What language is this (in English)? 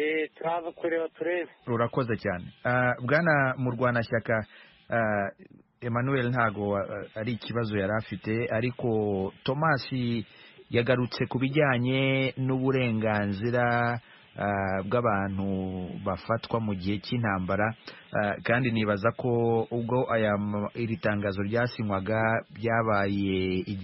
Kinyarwanda